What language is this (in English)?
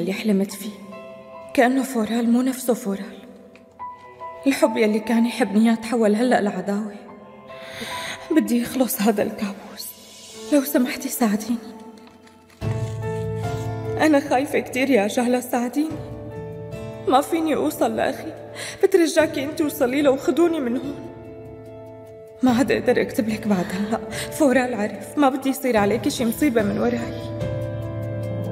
North Levantine Arabic